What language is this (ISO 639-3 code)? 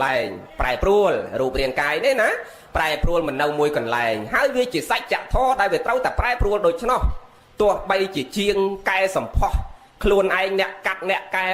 khm